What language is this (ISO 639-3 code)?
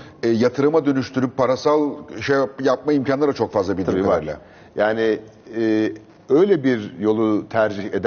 tur